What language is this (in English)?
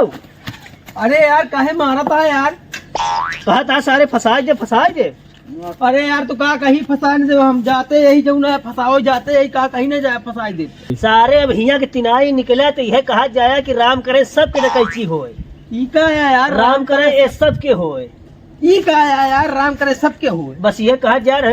Awadhi